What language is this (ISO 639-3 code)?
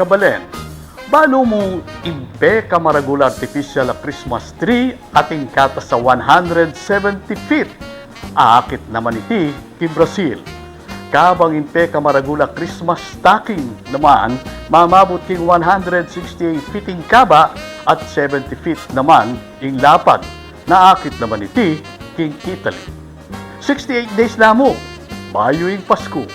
pam